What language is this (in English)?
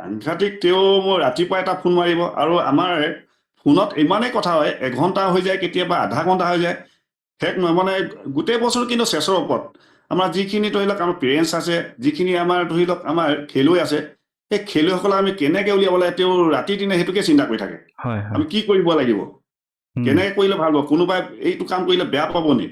Assamese